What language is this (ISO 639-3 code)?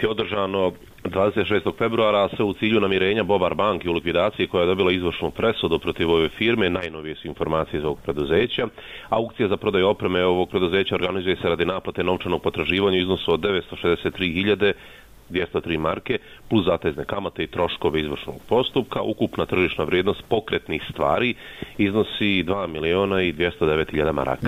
bos